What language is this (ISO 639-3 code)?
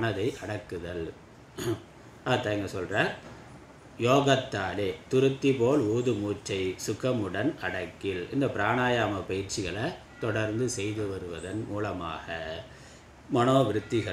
tam